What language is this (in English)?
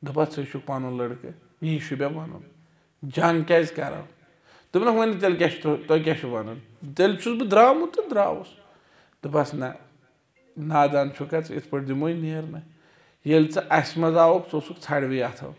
Kashmiri